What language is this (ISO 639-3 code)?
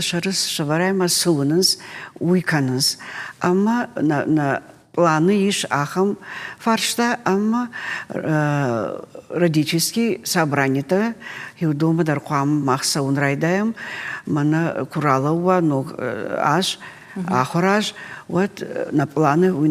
oss